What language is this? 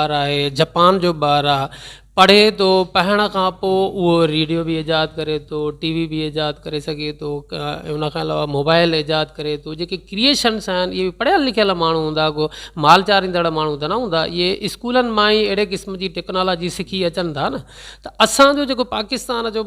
Sindhi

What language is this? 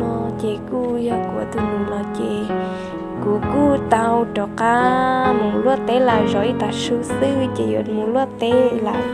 Hmong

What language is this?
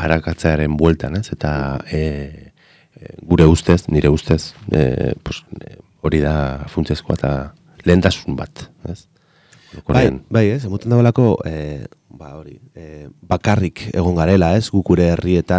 Basque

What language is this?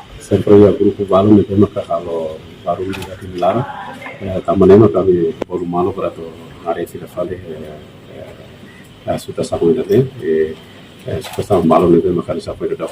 Tetum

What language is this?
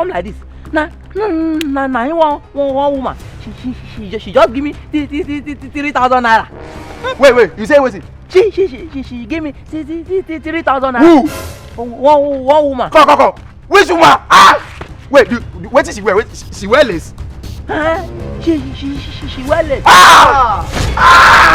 Nigerian Pidgin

